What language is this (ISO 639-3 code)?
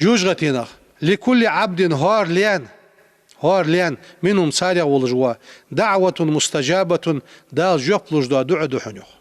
inh